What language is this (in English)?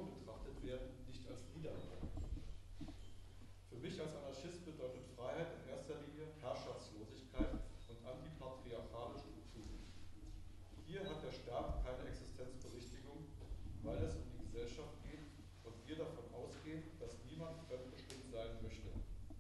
German